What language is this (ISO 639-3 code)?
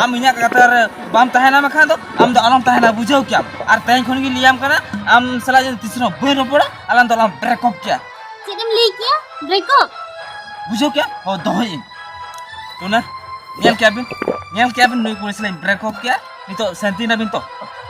sat